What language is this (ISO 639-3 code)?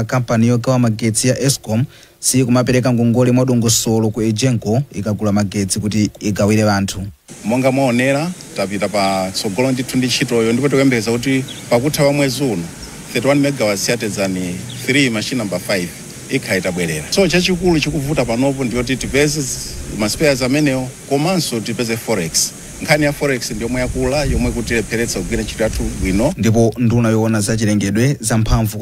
nya